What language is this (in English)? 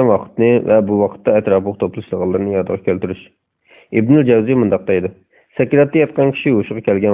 Uyghur